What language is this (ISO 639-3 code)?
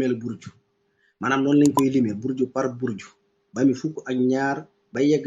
wol